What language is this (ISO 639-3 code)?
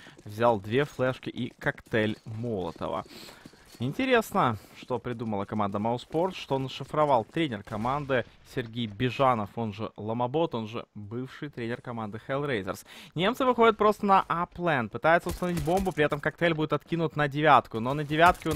rus